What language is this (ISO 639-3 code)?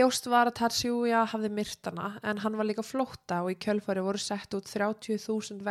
isl